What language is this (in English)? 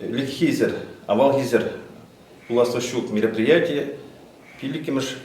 Chuvash